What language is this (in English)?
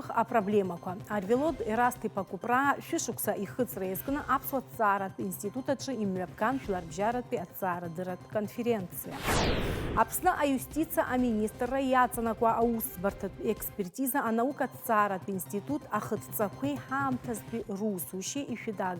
Abkhazian